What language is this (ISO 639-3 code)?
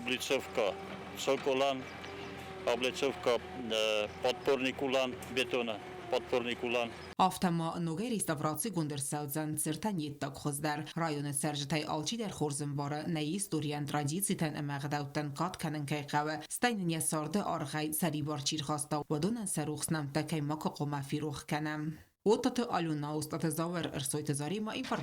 oss